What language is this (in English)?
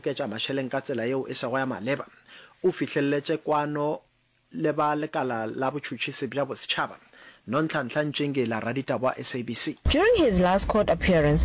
Northern Sotho